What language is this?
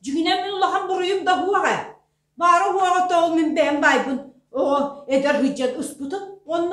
Yakut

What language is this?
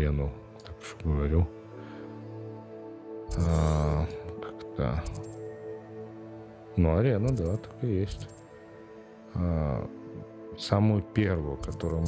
Russian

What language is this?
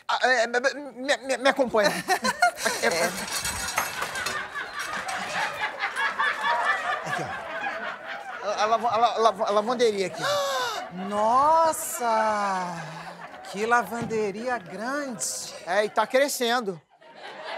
Portuguese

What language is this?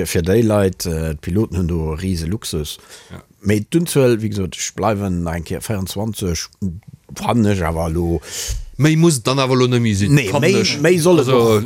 Luxembourgish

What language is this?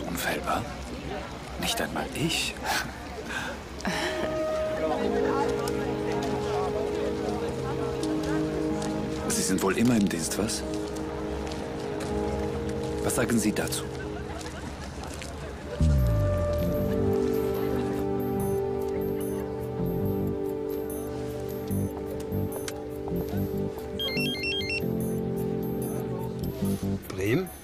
German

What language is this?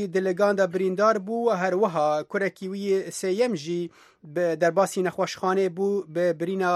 Kurdish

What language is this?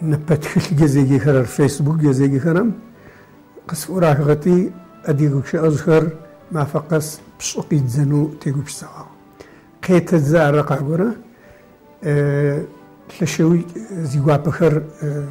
Adyghe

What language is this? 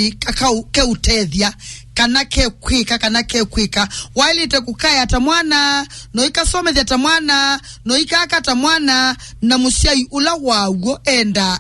Kamba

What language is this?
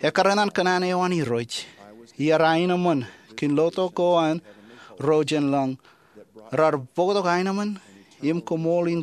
Marshallese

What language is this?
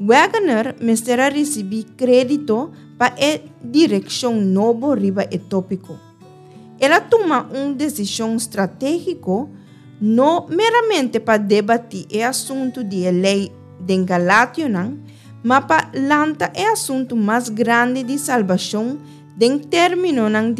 Papiamento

